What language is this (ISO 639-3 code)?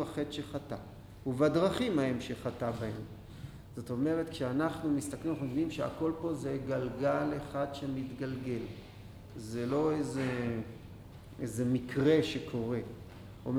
heb